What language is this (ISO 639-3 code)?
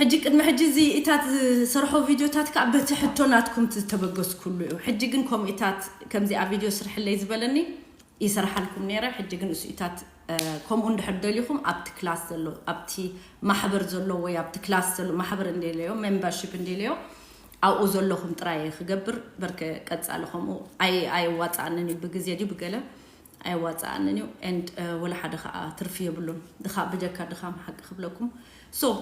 tir